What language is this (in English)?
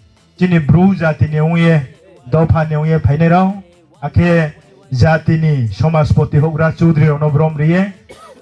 Riang (India)